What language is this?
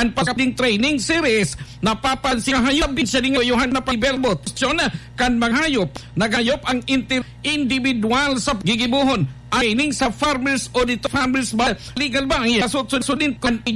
Bikol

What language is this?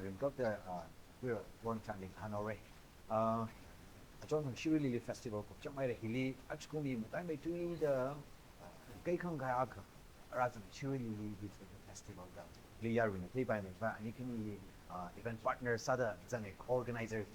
Tangkhul Naga (India)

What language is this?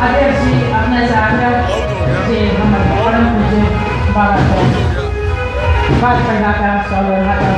Maithili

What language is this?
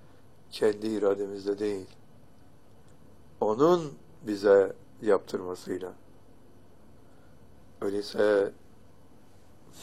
Turkish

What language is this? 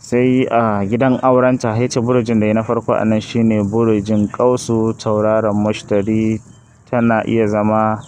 Hausa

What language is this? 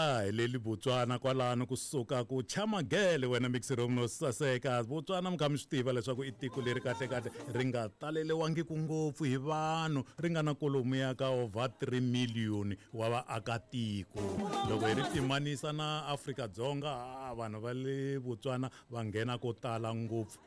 Tsonga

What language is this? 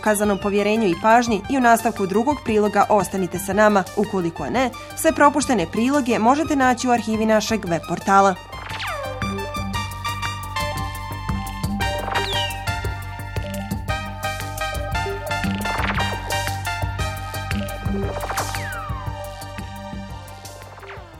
Bosnian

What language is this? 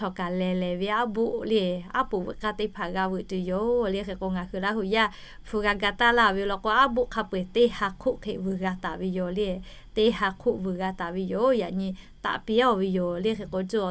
Lahu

